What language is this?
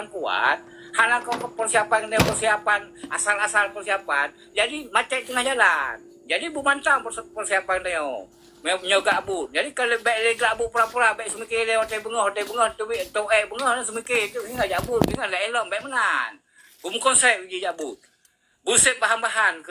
Achinese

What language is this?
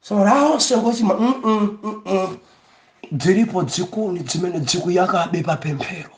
Nyanja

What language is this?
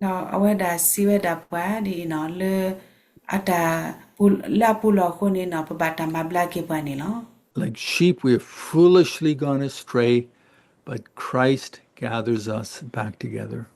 S'gaw Karen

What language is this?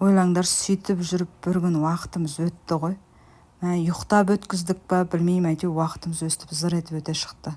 Kazakh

